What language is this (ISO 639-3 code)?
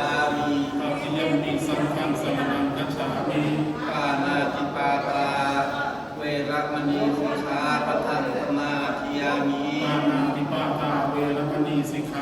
pli